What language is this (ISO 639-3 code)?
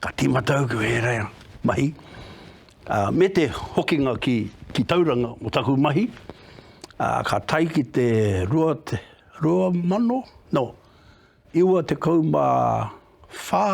mri